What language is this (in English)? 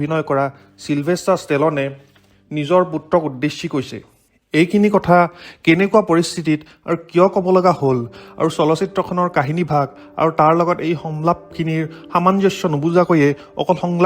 Assamese